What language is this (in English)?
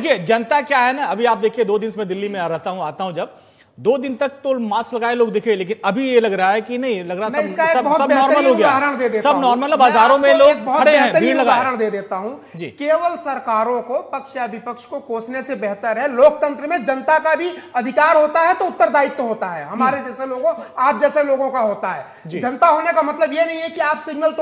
Hindi